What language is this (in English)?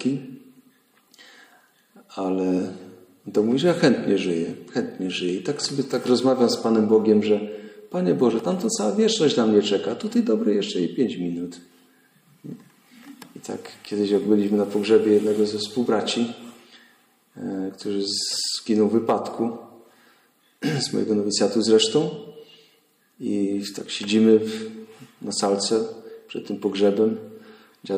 Polish